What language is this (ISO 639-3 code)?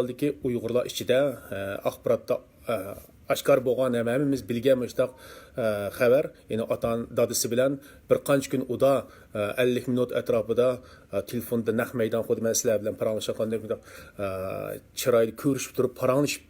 uig